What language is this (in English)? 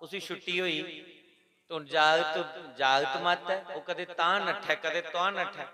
Dogri